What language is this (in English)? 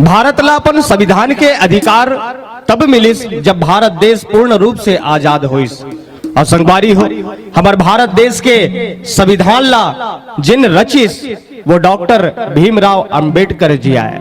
Chhattisgarhi